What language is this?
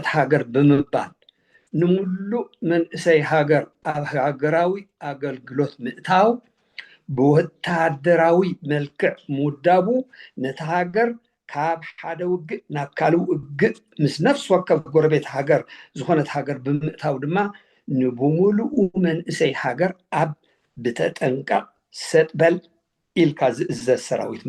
Tigrinya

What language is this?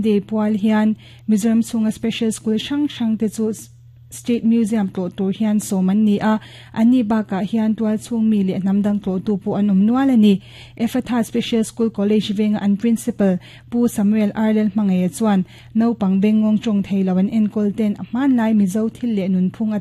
Mizo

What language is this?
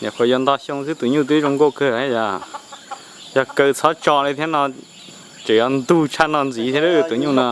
Hmong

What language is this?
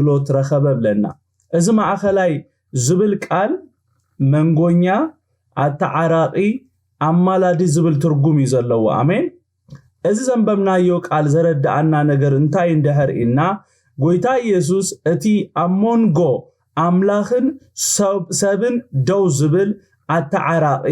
Tigrinya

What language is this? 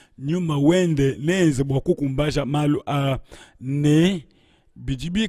Luba-Lulua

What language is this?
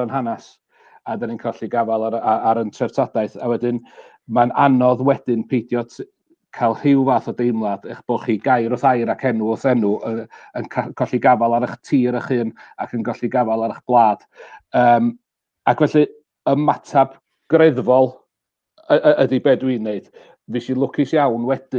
Welsh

